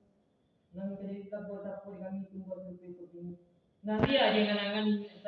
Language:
Minangkabau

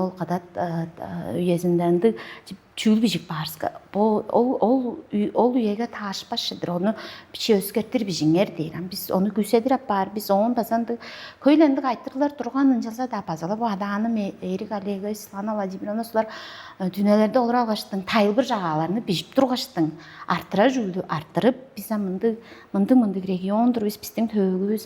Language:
Tuvinian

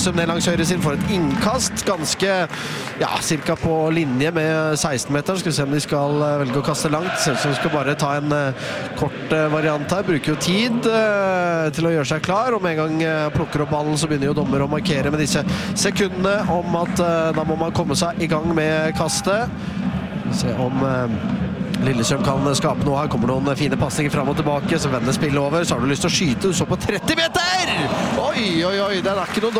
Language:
Norwegian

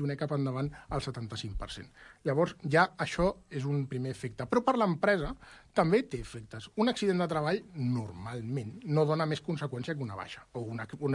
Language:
Catalan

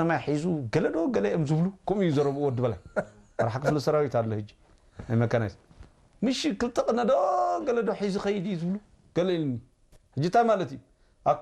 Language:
Tigrinya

